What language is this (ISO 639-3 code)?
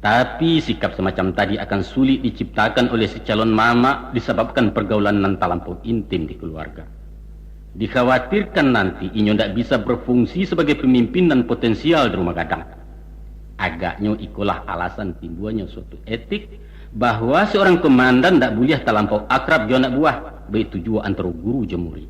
min